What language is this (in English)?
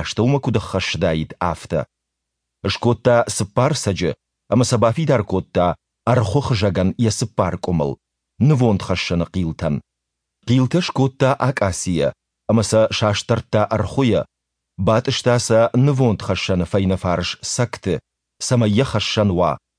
Ossetic